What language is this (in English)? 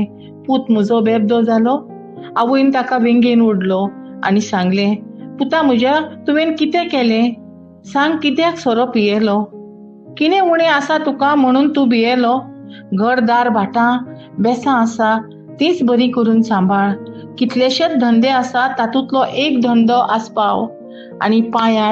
Konkani